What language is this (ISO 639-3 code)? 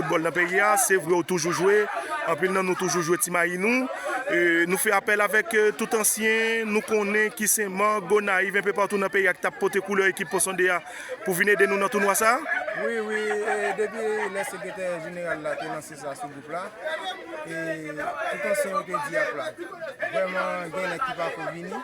hat